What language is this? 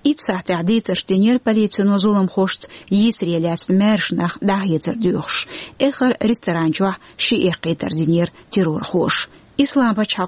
Chechen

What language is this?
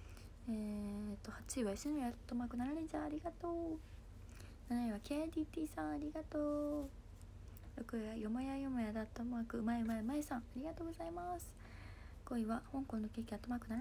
Japanese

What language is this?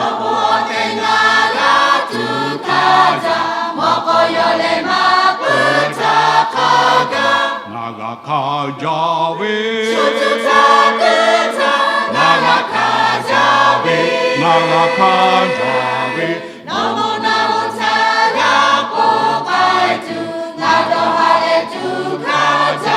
Lahu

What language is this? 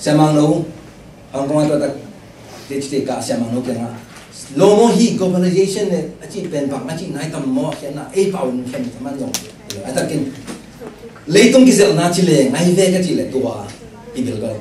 Tedim Chin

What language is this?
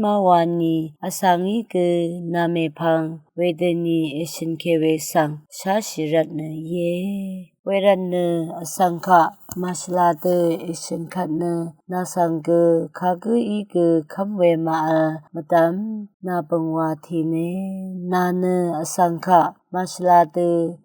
Rawang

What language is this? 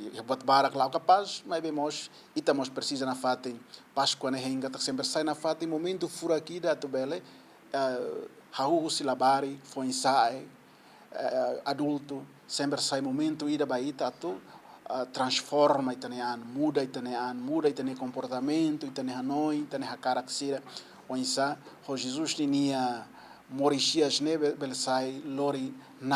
Tetum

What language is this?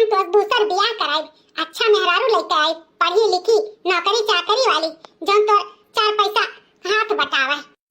Awadhi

